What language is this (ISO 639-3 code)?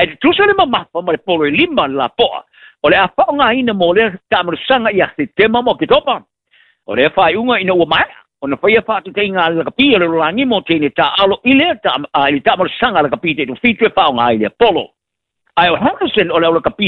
smo